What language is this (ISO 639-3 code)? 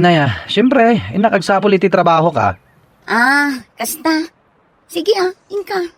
ilo